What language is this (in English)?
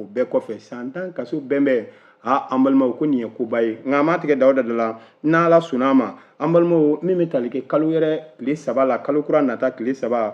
Bambara